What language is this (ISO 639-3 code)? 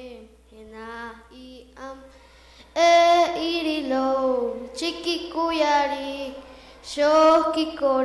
poh